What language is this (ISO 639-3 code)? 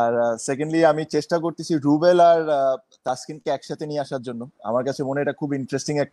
ben